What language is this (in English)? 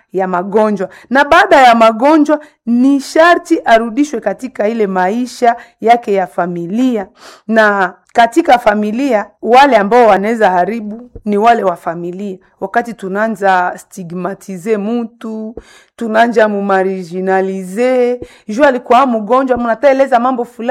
Swahili